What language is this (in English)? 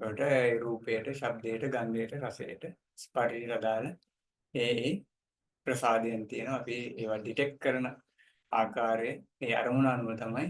Sinhala